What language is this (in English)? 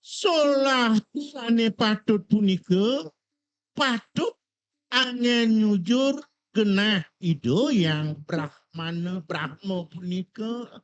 Balinese